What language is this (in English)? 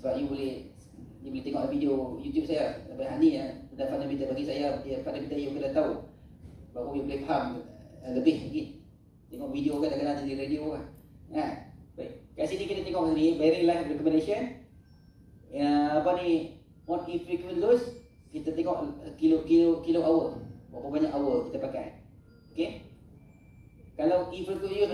Malay